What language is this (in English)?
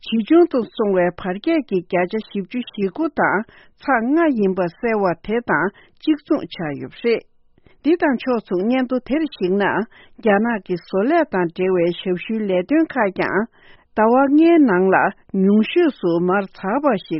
Tibetan